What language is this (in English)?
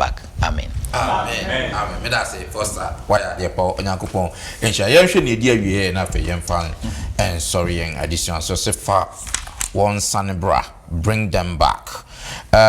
Akan